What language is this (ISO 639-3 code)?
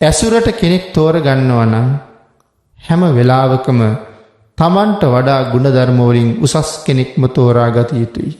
sin